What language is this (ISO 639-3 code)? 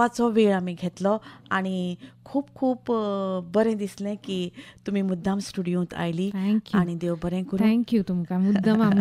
kok